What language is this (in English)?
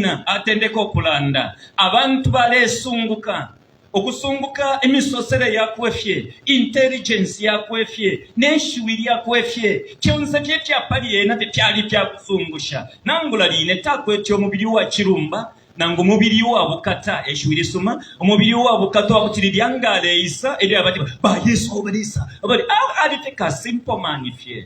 Bemba